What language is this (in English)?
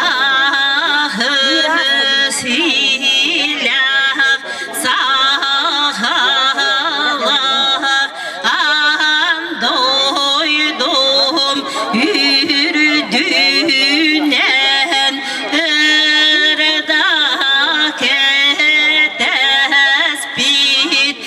Yakut